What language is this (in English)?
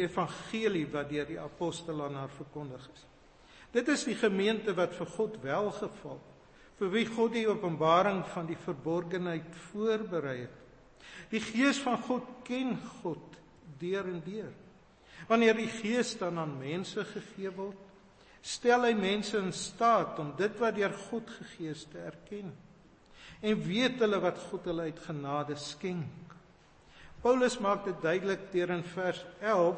Afrikaans